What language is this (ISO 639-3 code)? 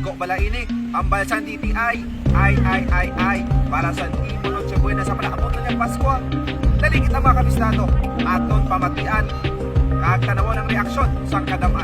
hil